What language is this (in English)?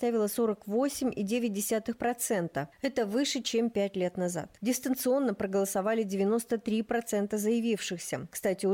Russian